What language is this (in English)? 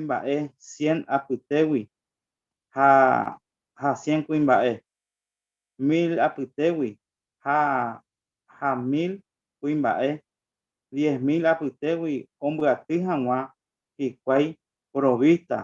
Guarani